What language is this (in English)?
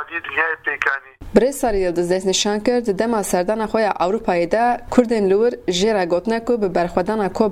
Kurdish